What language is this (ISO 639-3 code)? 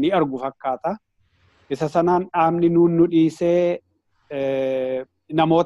orm